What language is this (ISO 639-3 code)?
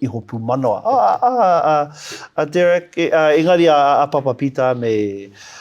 mri